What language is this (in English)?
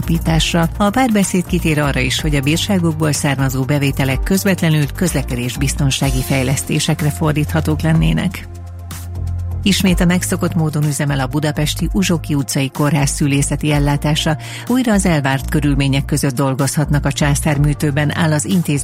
Hungarian